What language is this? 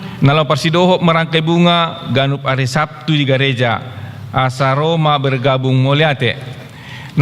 Batak Toba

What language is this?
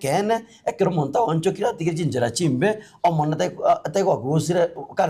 Gusii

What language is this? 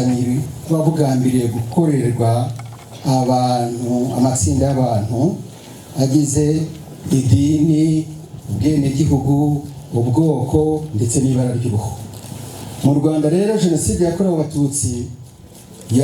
Kinyarwanda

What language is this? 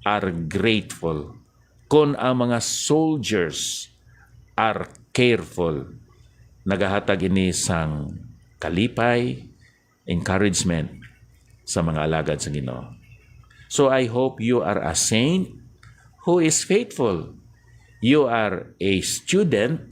Hiligaynon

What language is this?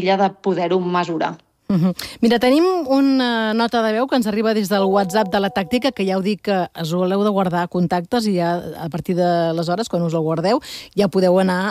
Catalan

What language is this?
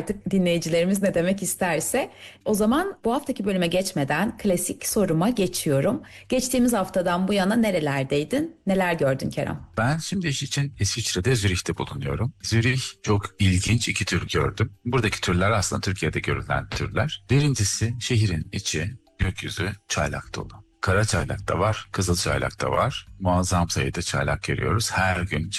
Turkish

